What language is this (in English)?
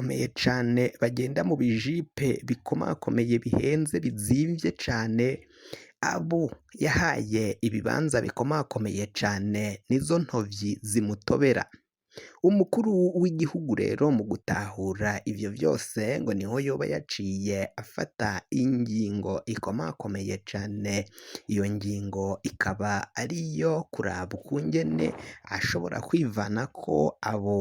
Rundi